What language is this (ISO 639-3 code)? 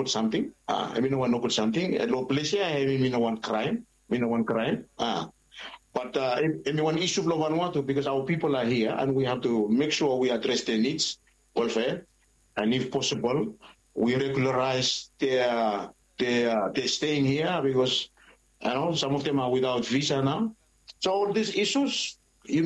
bis